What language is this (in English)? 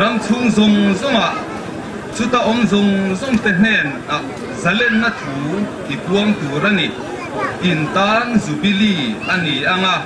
Mizo